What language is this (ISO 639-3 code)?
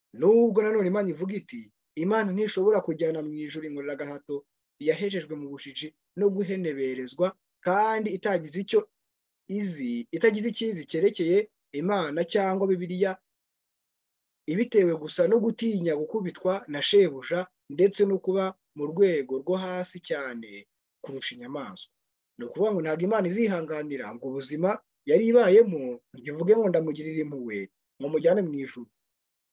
kin